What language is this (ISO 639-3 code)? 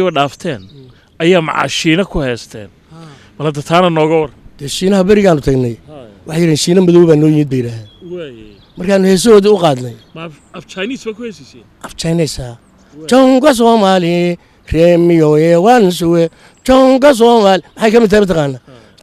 som